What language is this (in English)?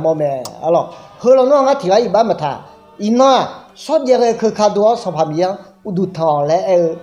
Akha